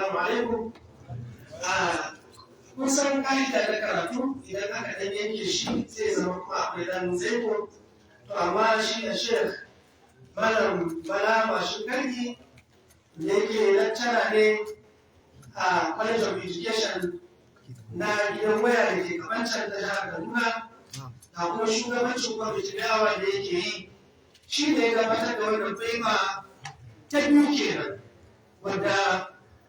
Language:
Hausa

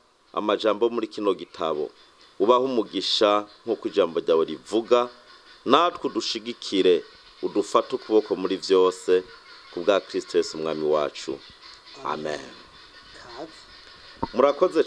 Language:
Rundi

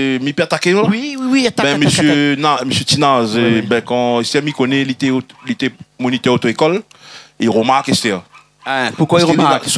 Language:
Réunion Creole French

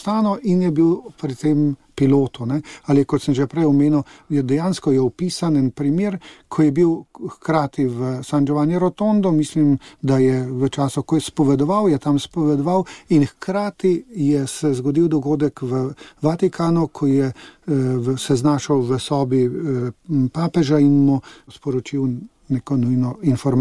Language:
Slovenian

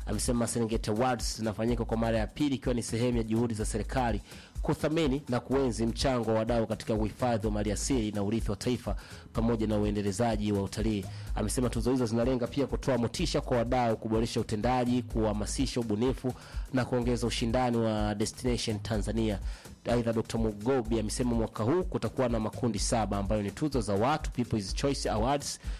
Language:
Swahili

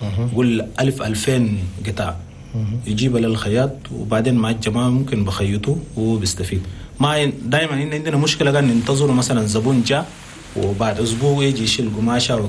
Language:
Chadian Arabic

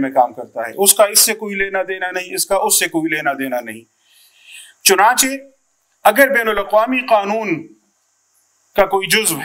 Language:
Urdu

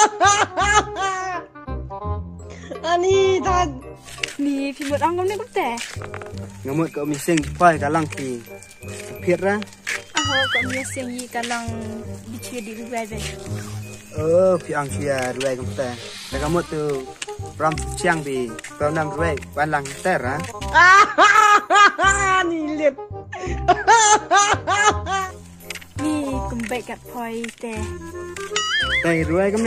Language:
Khasi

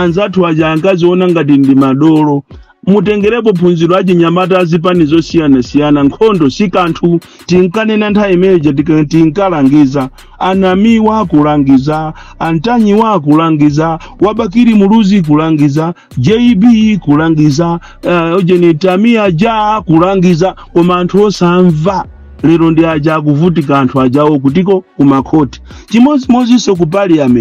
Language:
Nyanja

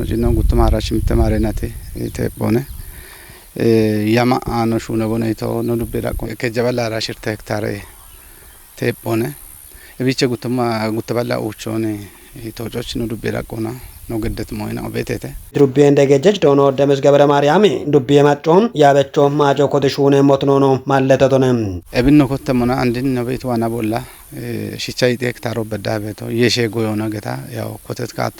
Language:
Kafa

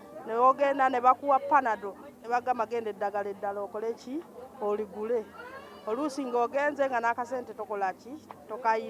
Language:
Ganda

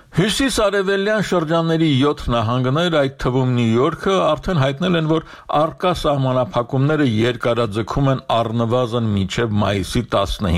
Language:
Armenian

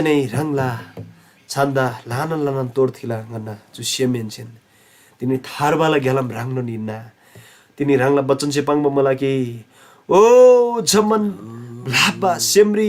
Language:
Eastern Tamang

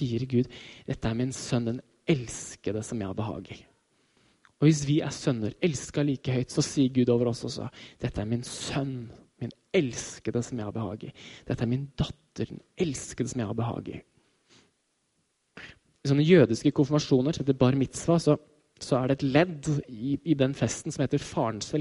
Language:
Norwegian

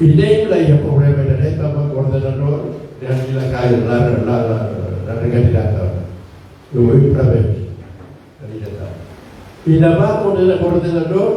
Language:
Tetum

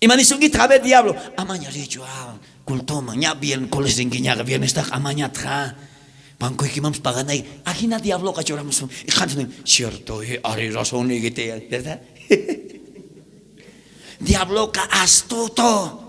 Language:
South Bolivian Quechua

